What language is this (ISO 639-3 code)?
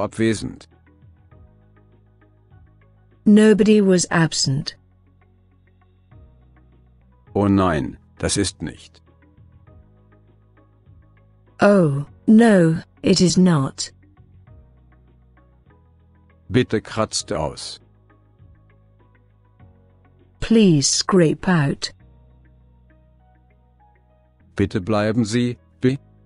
deu